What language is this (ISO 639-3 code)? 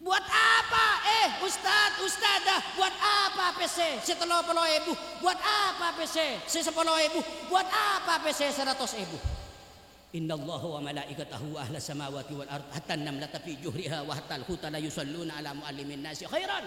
mad